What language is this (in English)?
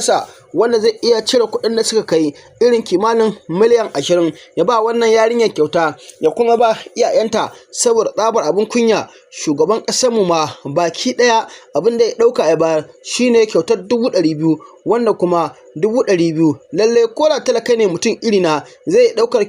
Hausa